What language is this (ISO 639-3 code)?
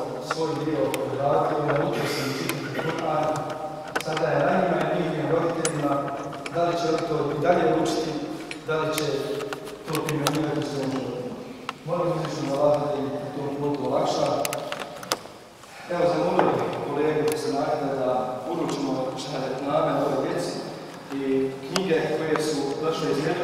bos